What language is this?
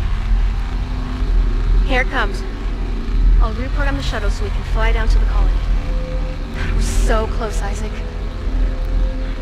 English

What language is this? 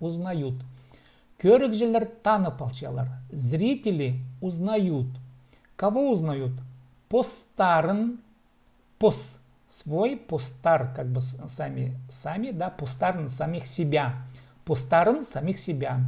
Khakas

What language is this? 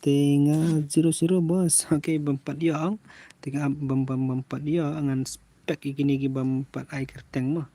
Khasi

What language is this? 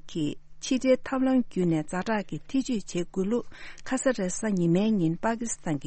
Tibetan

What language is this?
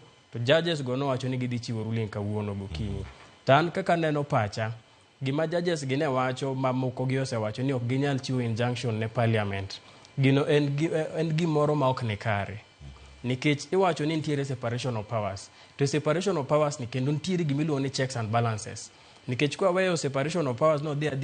Luo (Kenya and Tanzania)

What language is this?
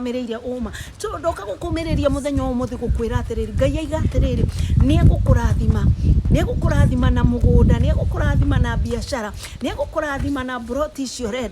Kikuyu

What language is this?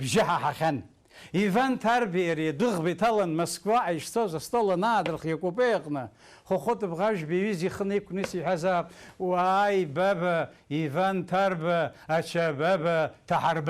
Abkhazian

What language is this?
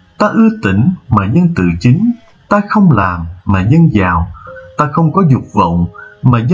Vietnamese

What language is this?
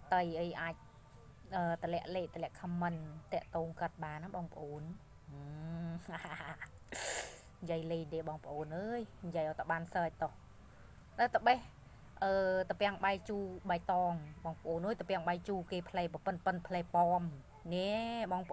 Khmer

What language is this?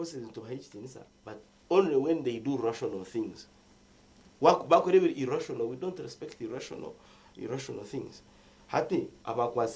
Nyankole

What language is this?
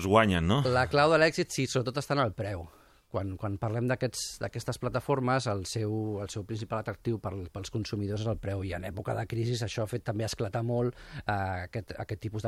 Catalan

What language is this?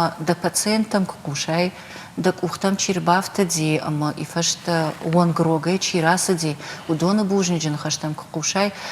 Ossetic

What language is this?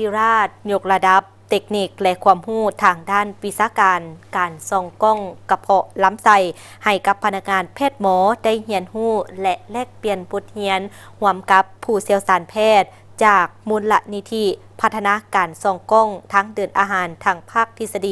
Lao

